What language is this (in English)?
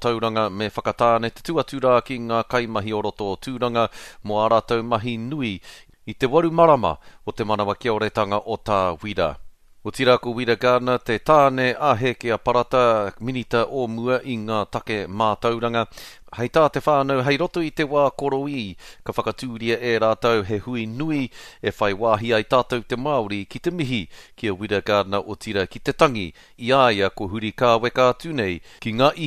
Māori